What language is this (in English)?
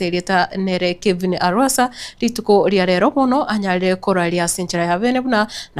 Gusii